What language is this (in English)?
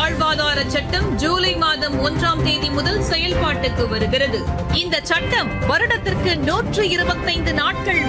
Tamil